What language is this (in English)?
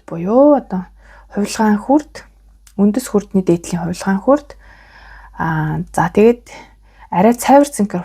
Mongolian